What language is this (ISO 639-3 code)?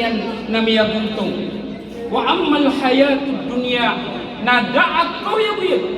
mrw